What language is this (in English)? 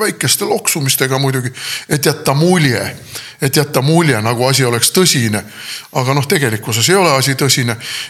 Estonian